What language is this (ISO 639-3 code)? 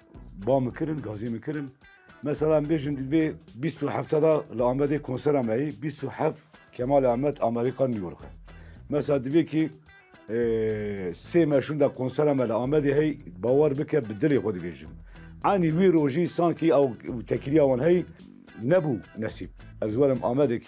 kur